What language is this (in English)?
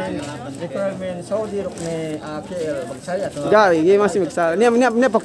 Yakan